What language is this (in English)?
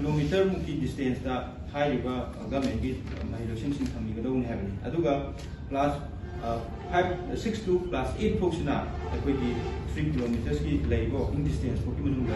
Manipuri